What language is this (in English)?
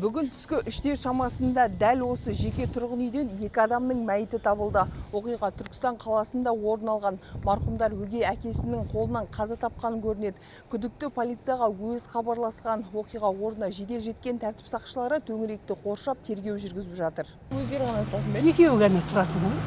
Kazakh